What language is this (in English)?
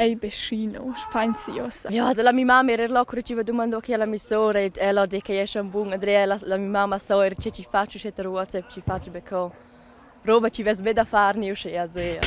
Romansh